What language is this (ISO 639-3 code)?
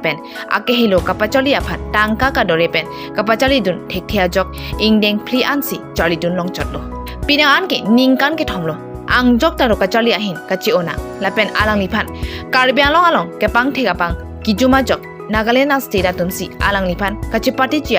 mjw